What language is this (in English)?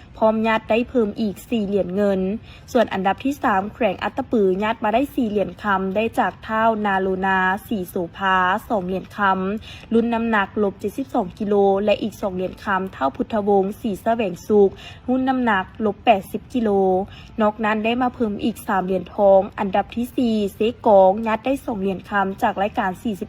Lao